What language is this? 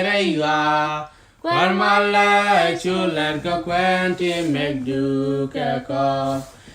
Nuer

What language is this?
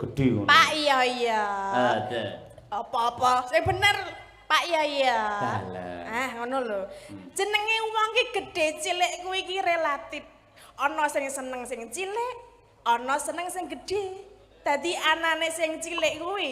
Javanese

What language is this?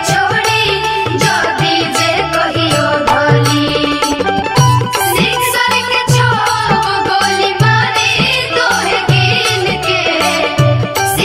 Bhojpuri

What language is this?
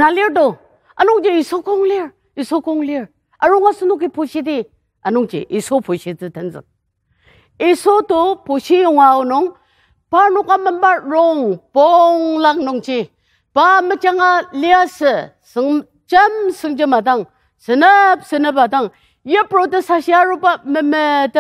Ao Naga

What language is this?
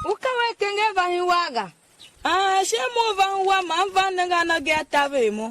Tiv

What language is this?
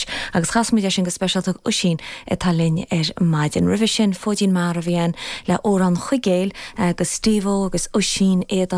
Irish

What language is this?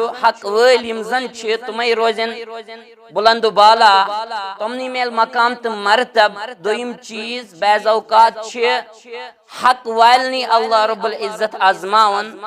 Kashmiri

